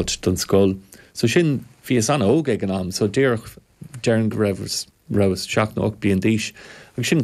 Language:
Irish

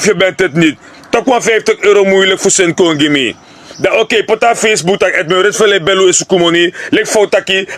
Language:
Sranan Tongo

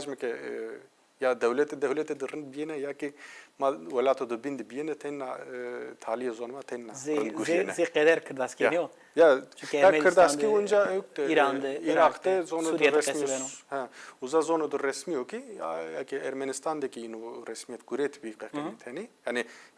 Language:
Zaza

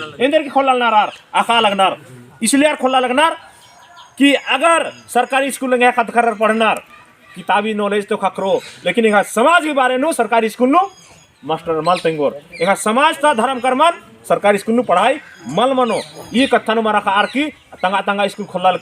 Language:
Kurukh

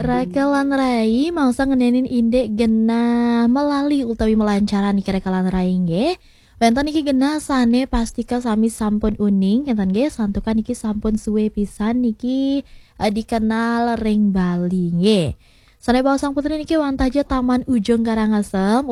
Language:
Balinese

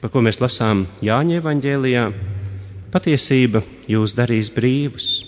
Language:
Latvian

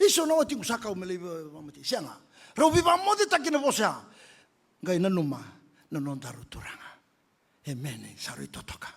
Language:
Fijian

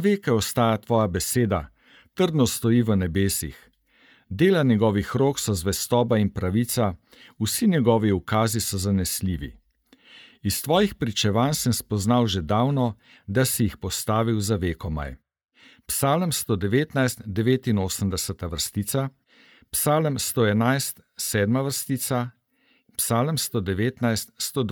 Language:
Slovenian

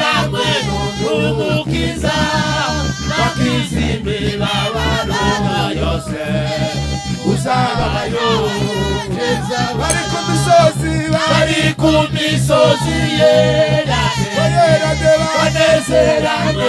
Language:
Kinyarwanda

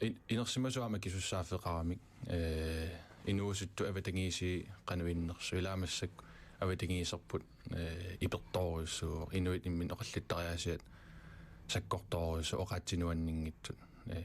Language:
Kalaallisut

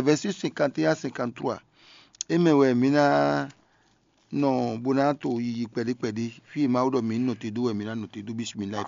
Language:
Fon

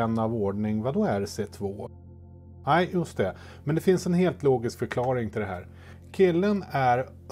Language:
Swedish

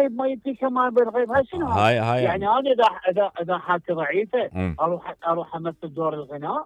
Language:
Mesopotamian Arabic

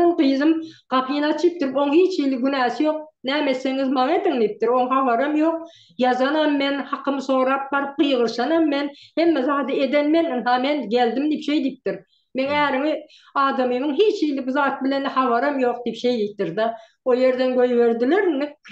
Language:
Turkmen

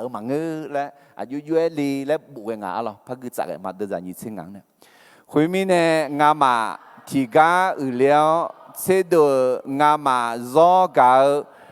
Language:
Akha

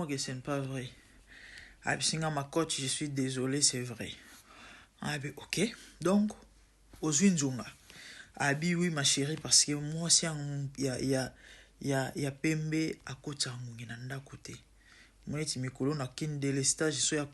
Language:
Lingala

